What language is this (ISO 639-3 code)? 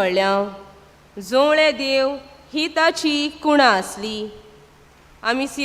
kok